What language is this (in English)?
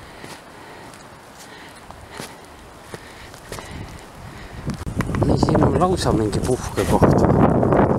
Estonian